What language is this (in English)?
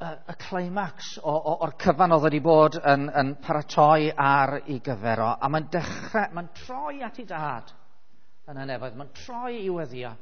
Welsh